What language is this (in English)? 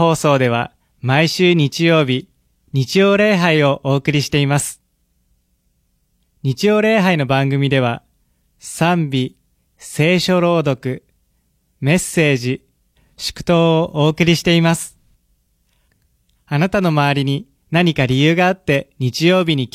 Japanese